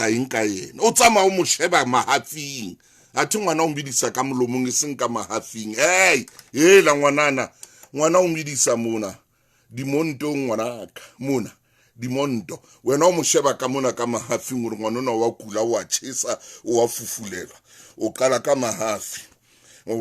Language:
Southern Sotho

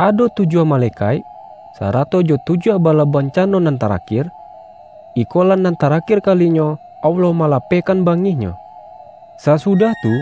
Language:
Minangkabau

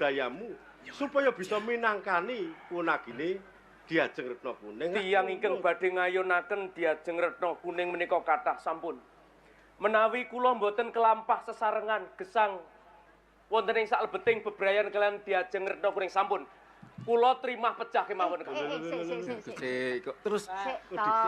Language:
Javanese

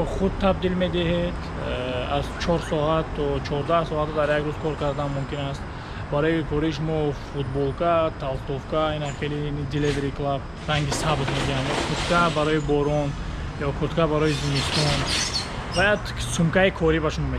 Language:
Tajik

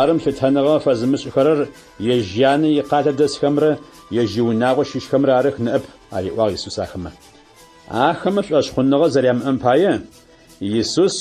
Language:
Adyghe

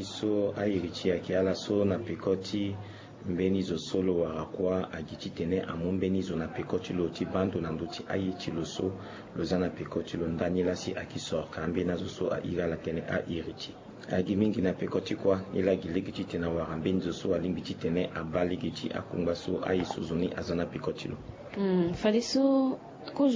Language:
Sango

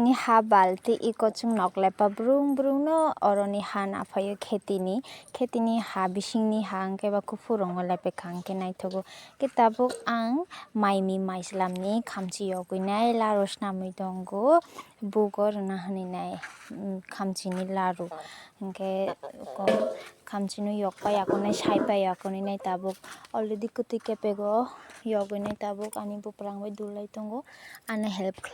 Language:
Kok Borok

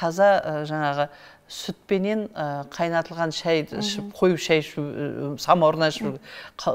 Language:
Kazakh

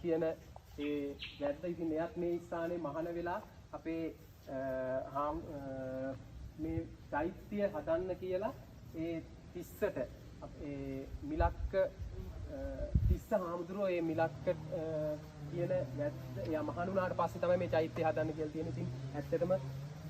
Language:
Sinhala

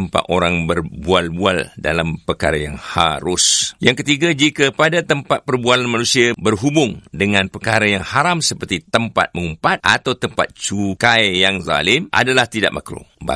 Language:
Malay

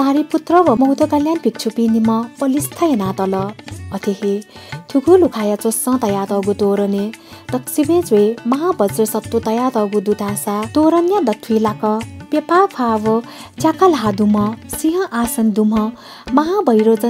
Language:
Newari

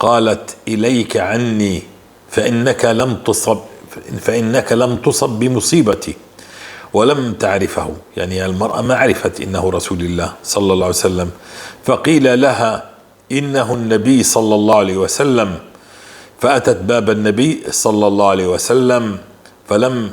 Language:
North Levantine Arabic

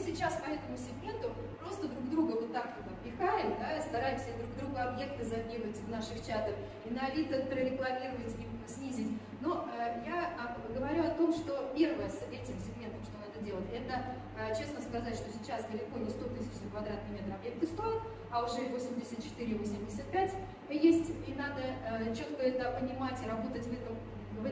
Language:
Russian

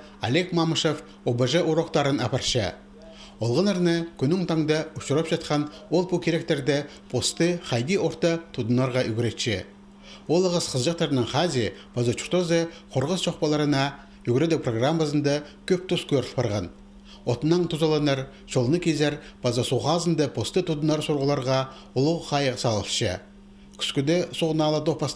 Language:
Khakas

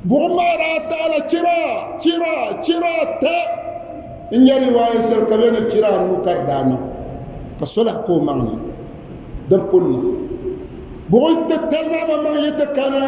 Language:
Dagbani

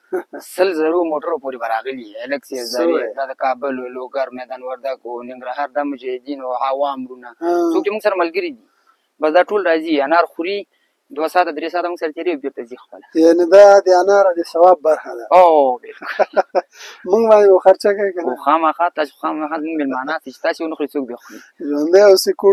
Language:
Pashto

